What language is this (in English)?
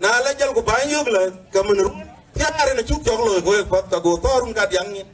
Dinka